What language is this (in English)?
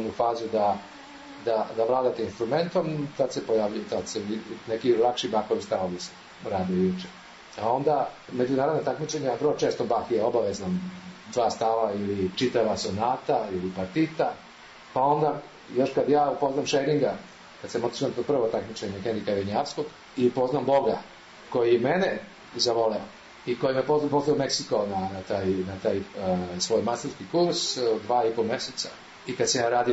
Serbian